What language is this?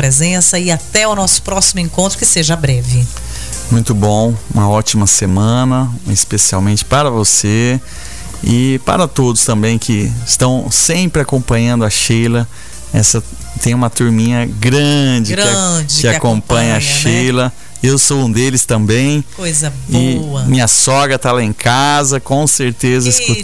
Portuguese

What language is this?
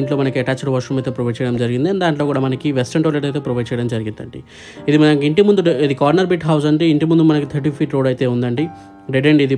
Telugu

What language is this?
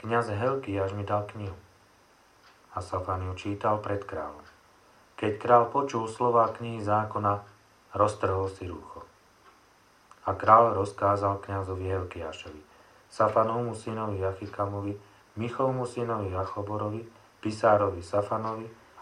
Slovak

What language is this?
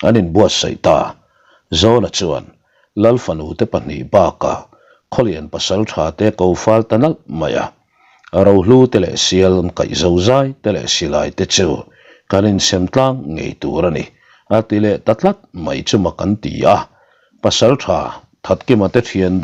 Mizo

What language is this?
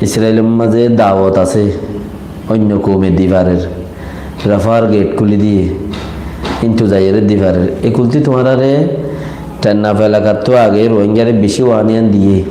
Rohingya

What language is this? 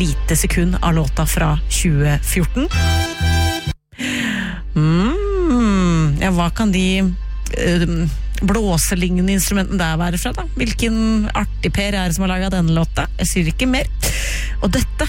Norwegian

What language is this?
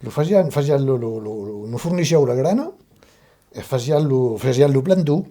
Occitan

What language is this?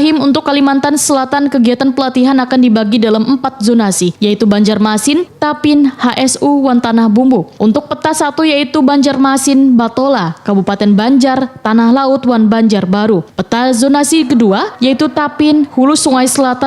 Banjar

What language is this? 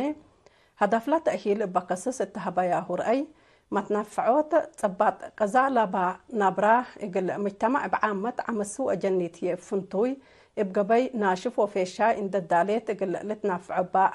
Tigre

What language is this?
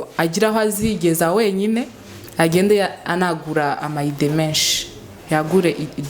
Rundi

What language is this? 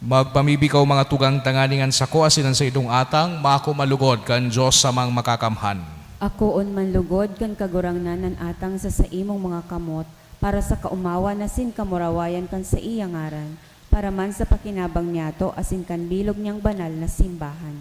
Bikol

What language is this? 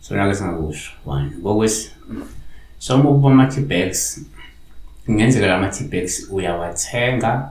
Zulu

